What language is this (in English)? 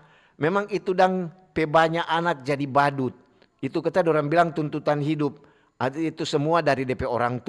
Manado Malay